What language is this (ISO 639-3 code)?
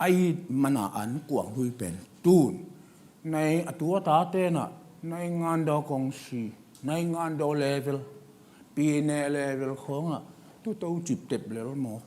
ctd